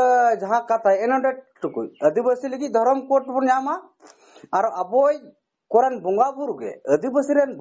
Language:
Santali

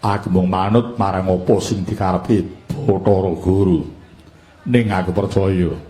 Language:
Javanese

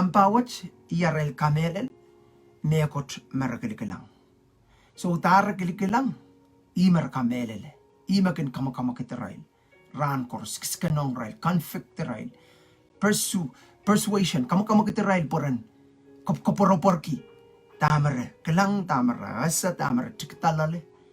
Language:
Pohnpeian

